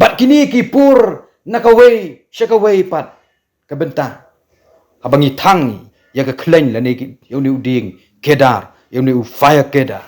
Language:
Khasi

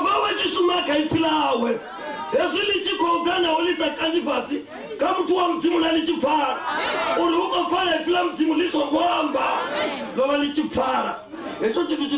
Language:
Venda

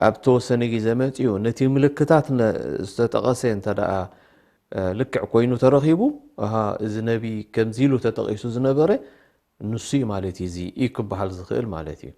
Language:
Tigrinya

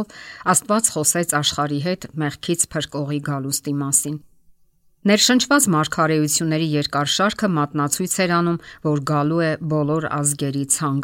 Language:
Armenian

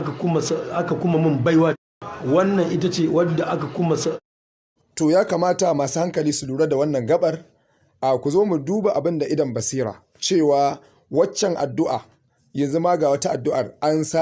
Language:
Hausa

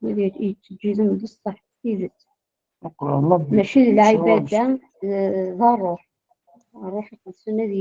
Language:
Kabyle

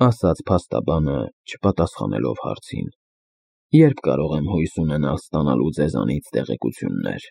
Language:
Armenian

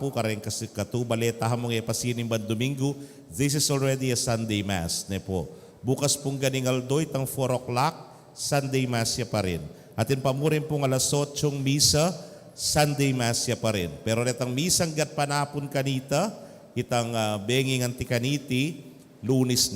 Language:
Pampanga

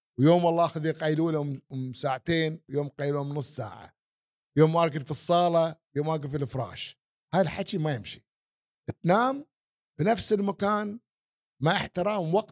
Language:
Gulf Arabic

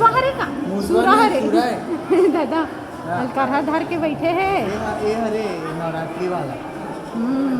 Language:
Chhattisgarhi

